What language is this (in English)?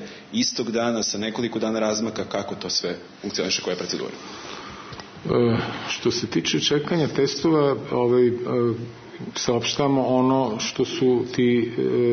Serbian